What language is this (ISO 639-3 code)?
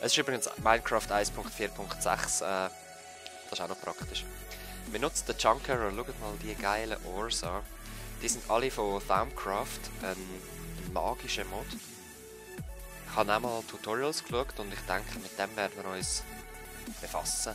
gsw